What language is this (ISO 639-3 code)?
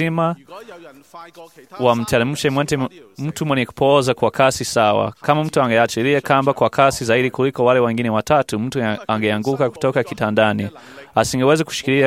swa